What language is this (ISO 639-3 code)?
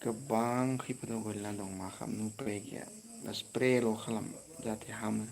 brx